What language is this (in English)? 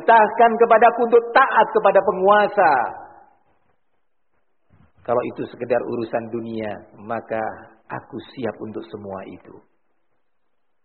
Indonesian